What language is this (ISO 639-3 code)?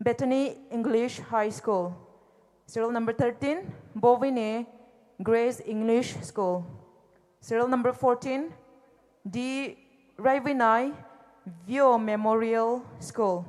pmx